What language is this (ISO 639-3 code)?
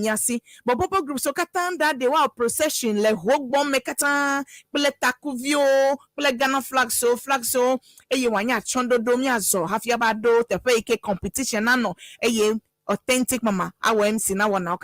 ewe